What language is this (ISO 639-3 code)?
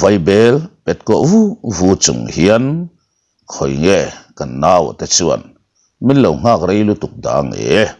lus